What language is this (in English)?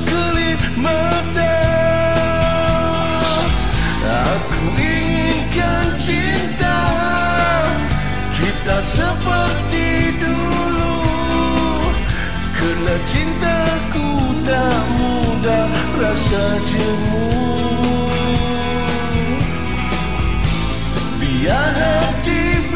Malay